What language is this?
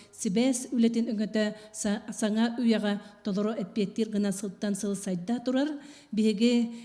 Yakut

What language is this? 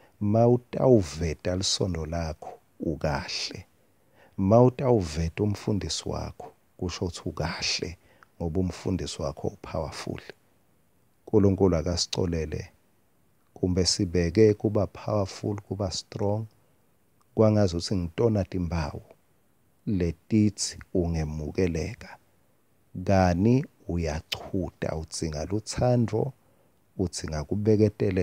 Swati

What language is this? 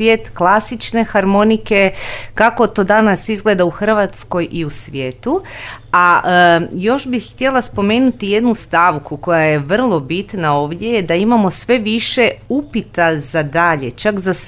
Croatian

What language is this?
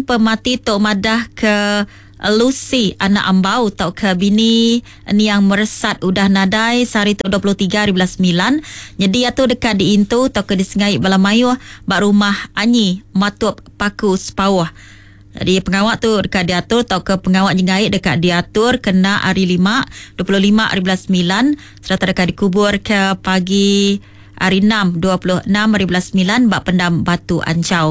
Iban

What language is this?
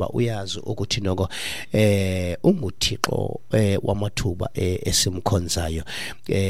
Xhosa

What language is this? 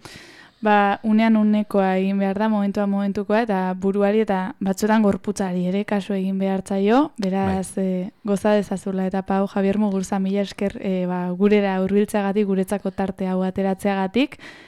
Basque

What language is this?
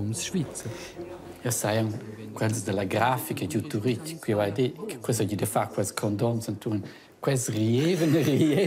Romansh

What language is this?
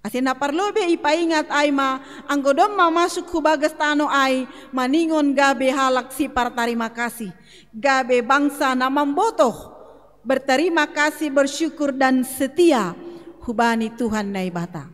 Batak Simalungun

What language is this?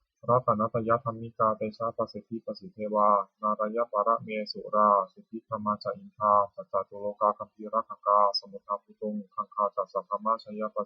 Pali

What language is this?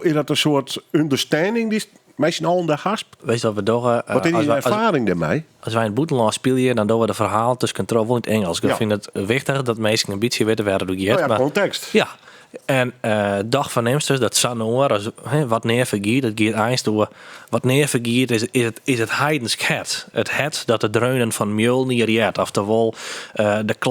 Western Frisian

